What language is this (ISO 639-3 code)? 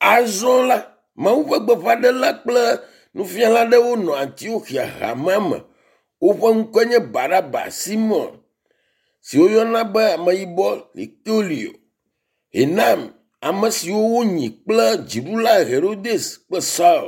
ewe